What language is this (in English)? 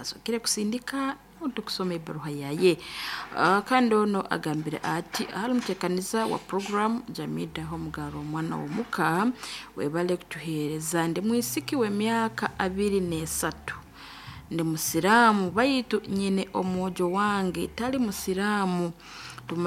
Nyoro